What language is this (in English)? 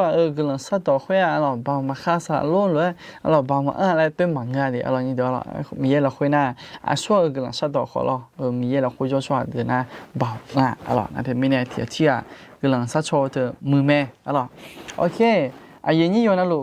Akha